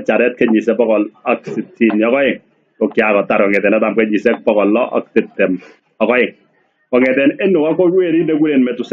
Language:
Kalenjin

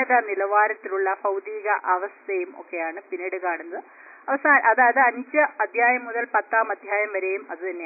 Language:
Malayalam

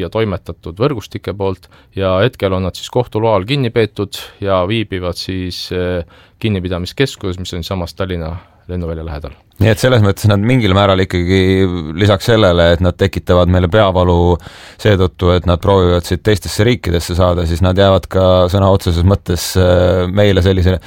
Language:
Estonian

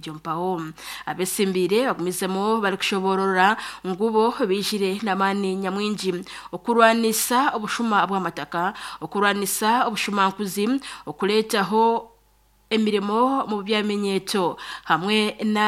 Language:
Nyankole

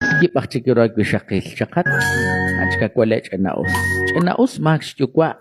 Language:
Kekchí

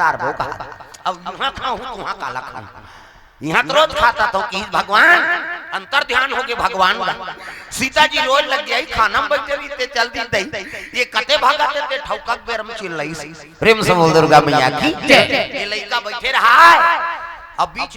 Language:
Chhattisgarhi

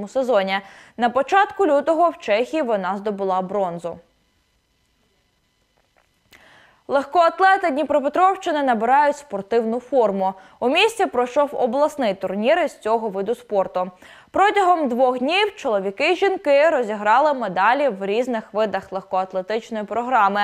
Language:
Ukrainian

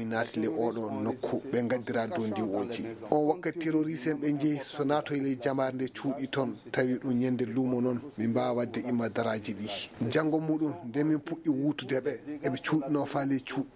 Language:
Maasina Fulfulde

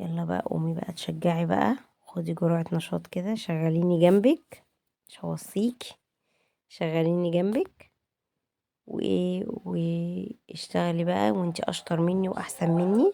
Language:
Egyptian Arabic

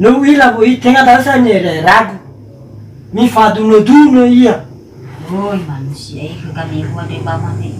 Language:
Nias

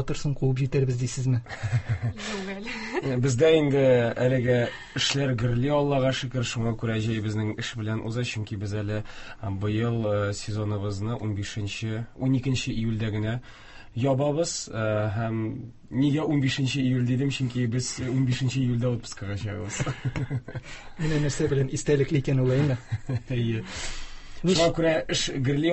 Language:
Tatar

